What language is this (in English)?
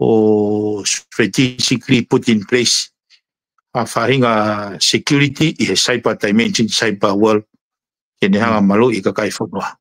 Tongan